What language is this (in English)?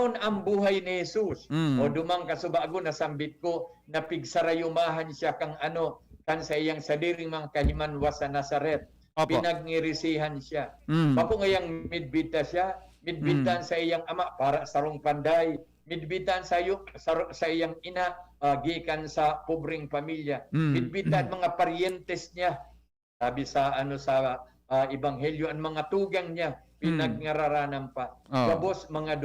Bikol